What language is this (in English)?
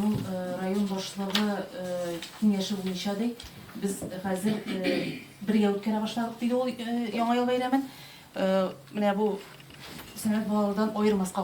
Tatar